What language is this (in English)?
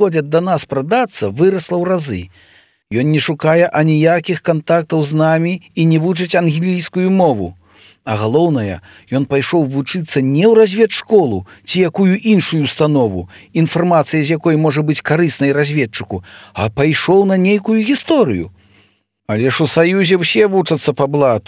Belarusian